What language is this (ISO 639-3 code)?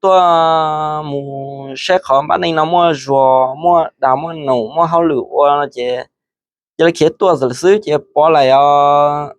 hmn